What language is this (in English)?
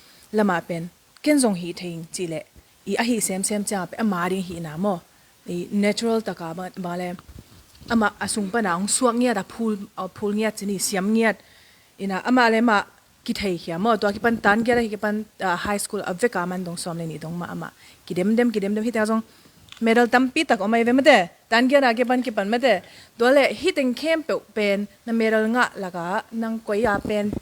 Tedim Chin